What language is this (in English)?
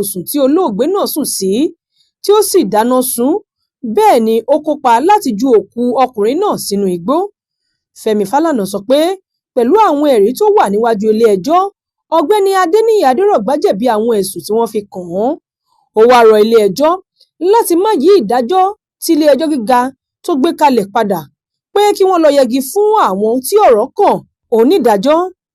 Yoruba